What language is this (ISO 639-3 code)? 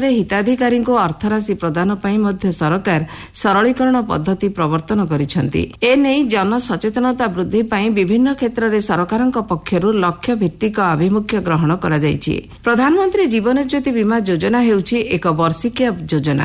ori